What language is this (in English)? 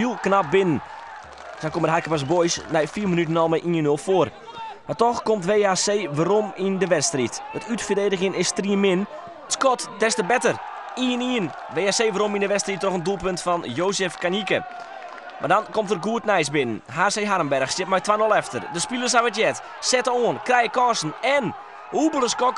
Western Frisian